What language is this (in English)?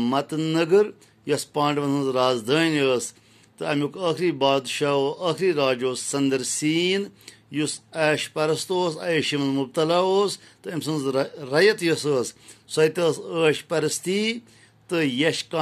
Kashmiri